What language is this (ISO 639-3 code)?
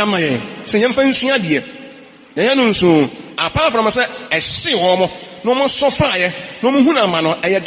aka